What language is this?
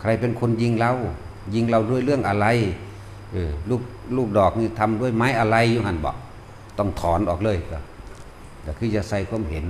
Northeastern Thai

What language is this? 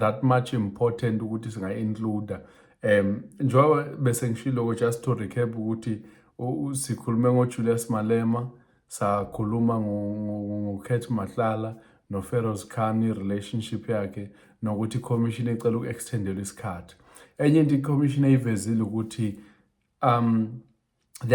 Zulu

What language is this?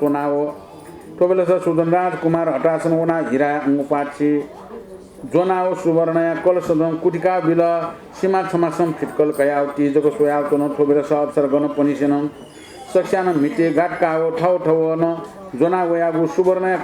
Newari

